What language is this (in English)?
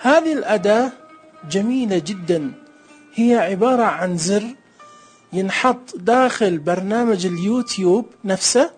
Najdi Arabic